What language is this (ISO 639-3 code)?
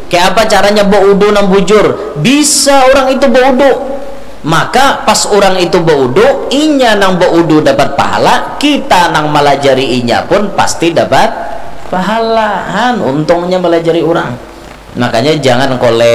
bjn